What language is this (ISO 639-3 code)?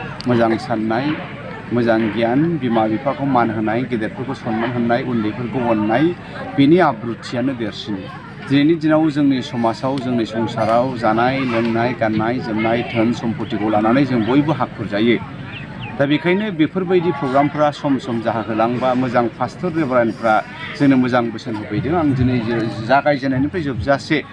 brx